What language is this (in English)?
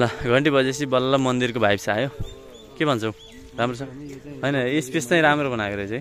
Nepali